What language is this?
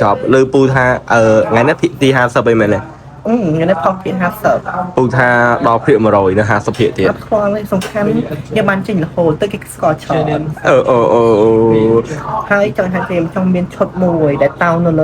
Khmer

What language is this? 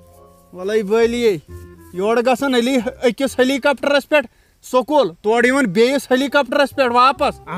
Kashmiri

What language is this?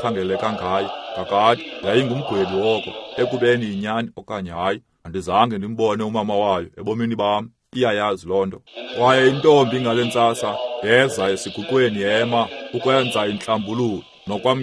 Xhosa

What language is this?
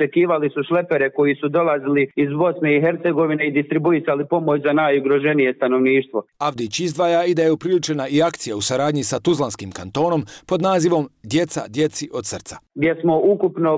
Bosnian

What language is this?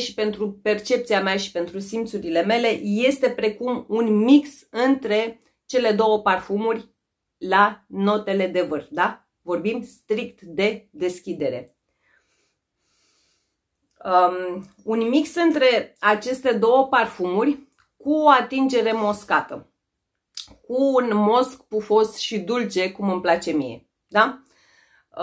Romanian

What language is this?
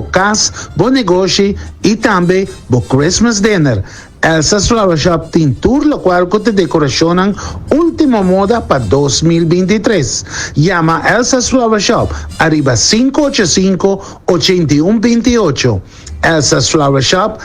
Papiamento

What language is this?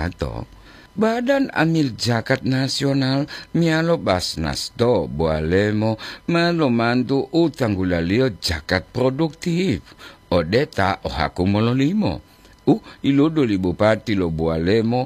Gorontalo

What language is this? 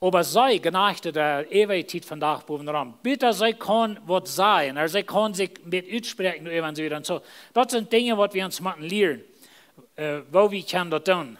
Plautdietsch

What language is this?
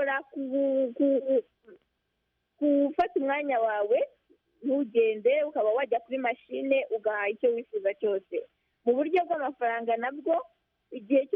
Kinyarwanda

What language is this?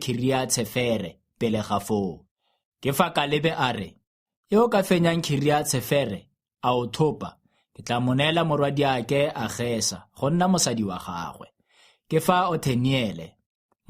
Tswana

